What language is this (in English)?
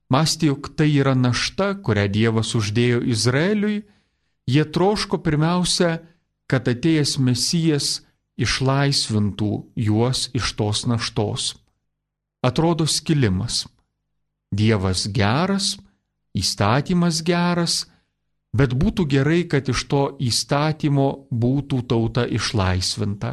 Lithuanian